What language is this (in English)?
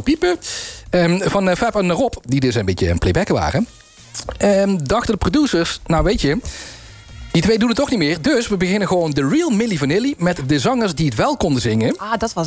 Dutch